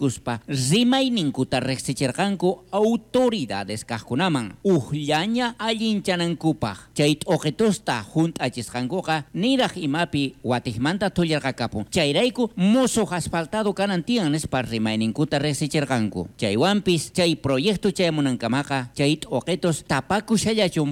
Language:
South Bolivian Quechua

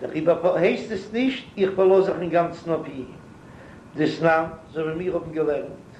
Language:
Yiddish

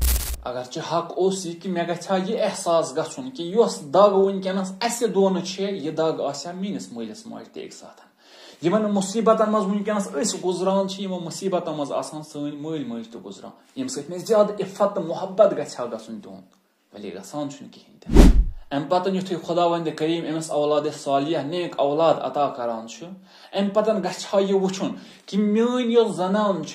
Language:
Kashmiri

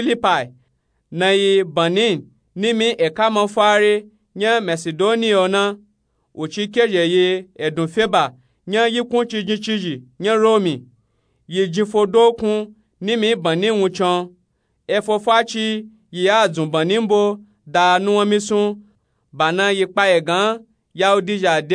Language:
Nupe-Nupe-Tako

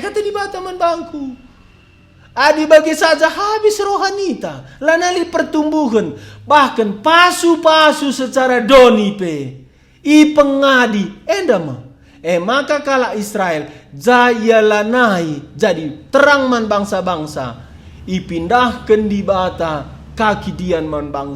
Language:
Batak Karo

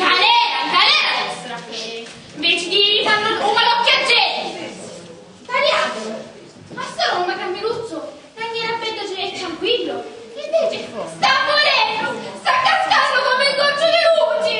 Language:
Sicilian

